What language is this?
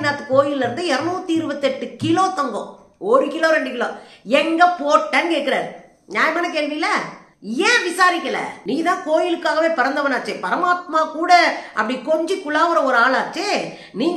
Tamil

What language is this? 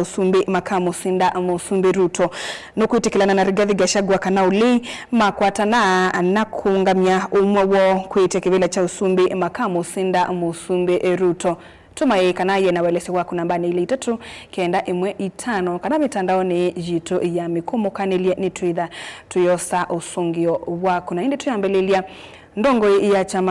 Kamba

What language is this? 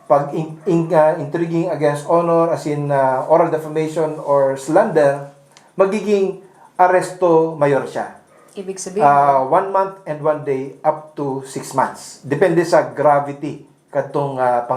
Bikol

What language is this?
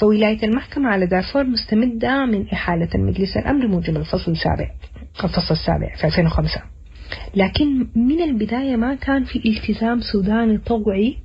Sudanese Arabic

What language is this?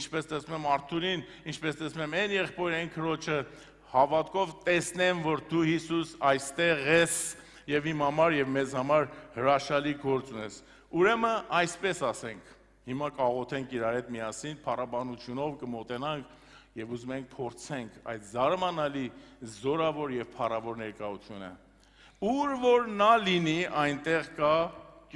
Armenian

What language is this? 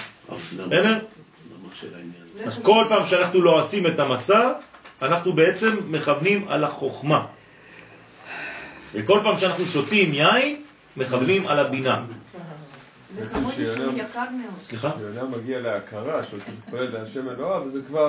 Hebrew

